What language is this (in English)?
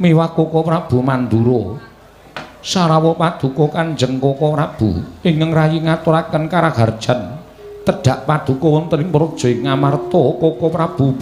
Javanese